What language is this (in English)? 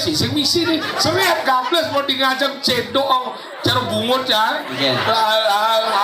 Balinese